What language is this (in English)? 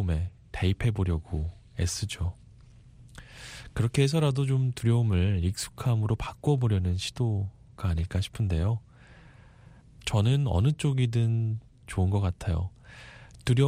Korean